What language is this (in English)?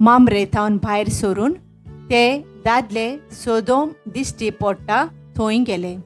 Konkani